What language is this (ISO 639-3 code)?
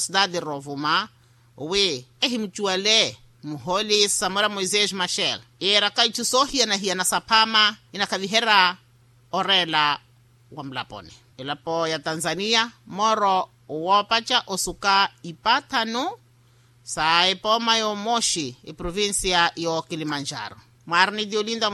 vmw